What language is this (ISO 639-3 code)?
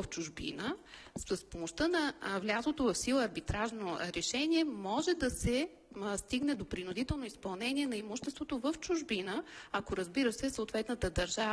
bul